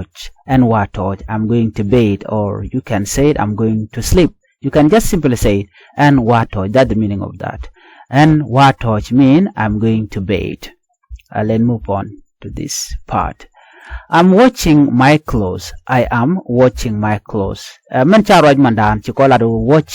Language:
Nuer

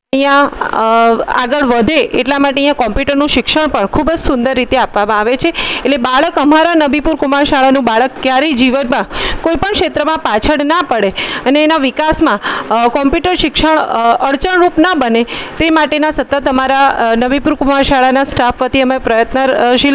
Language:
Gujarati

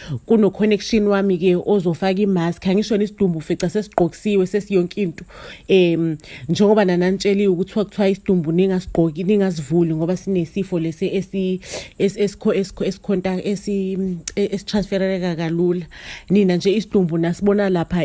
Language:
Zulu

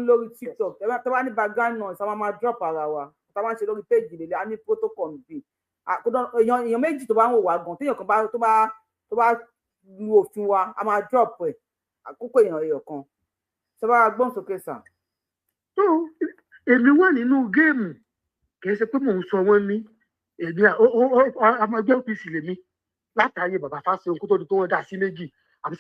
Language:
Yoruba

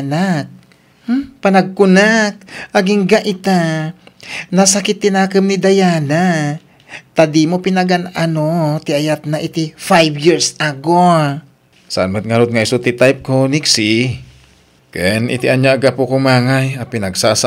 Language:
Iloko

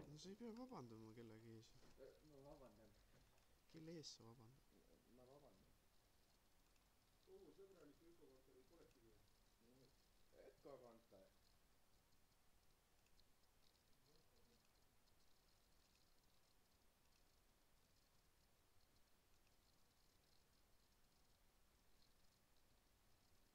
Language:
Estonian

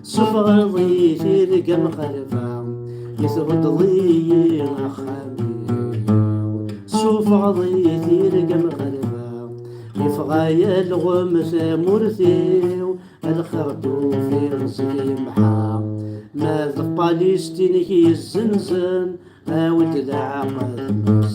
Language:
Kabyle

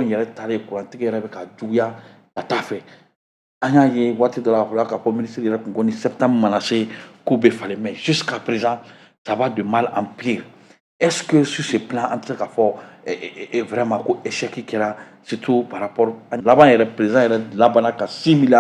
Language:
Bambara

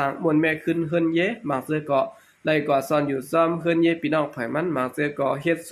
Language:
Shan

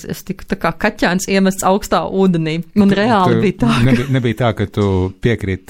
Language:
Latvian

